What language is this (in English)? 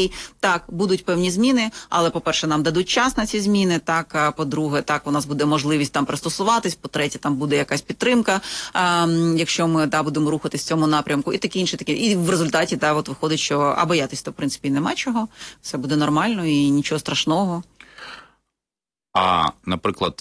Ukrainian